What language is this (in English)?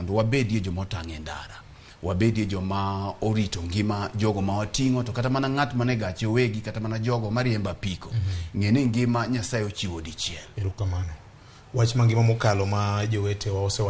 Luo (Kenya and Tanzania)